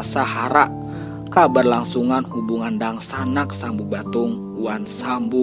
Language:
Banjar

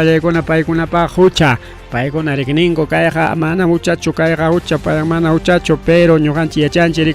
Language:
Ayacucho Quechua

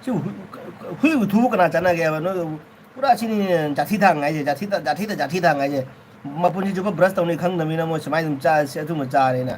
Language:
Manipuri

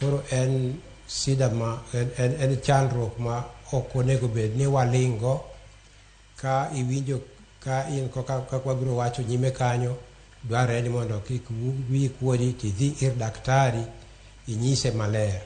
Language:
Luo (Kenya and Tanzania)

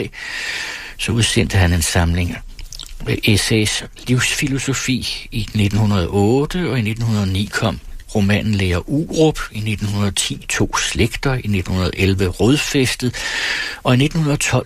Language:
Danish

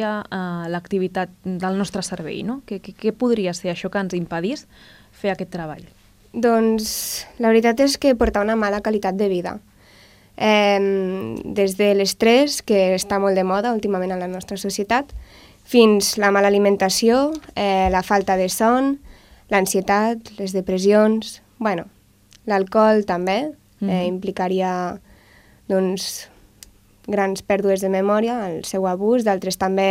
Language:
Catalan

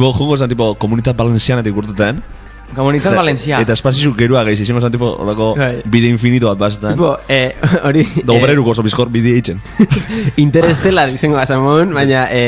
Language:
Basque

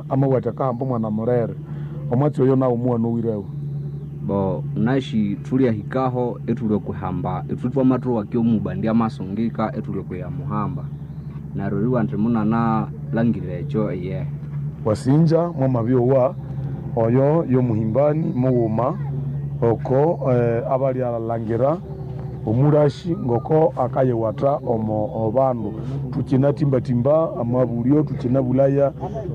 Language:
Nande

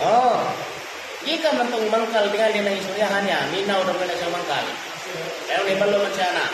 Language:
Cebuano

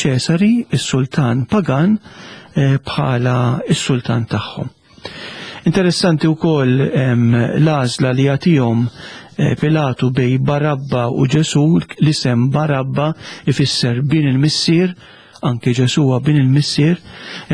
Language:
Maltese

